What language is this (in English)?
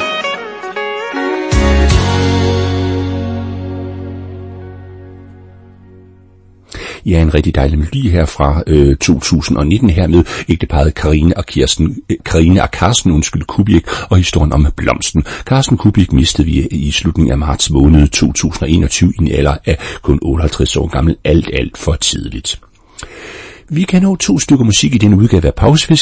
Danish